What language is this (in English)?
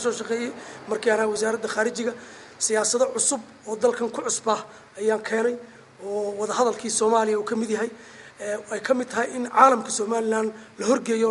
Somali